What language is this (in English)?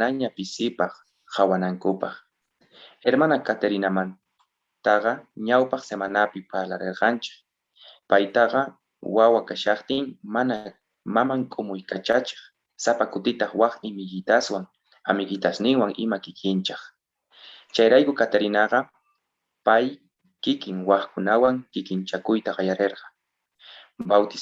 South Bolivian Quechua